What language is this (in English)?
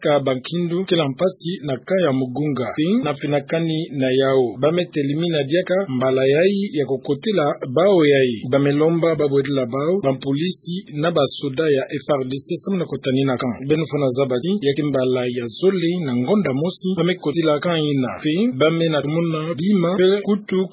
Kituba (Democratic Republic of Congo)